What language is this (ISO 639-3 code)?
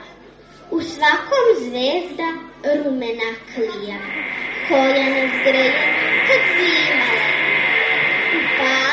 srp